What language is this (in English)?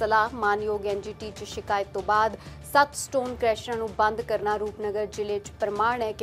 Punjabi